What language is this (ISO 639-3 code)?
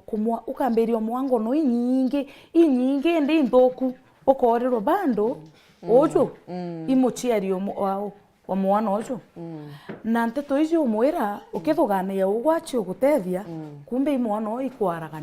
mer